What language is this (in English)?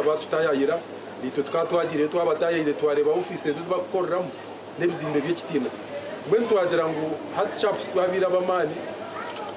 Nyankole